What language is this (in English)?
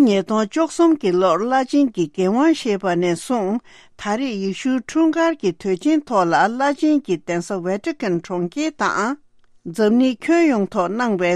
Tibetan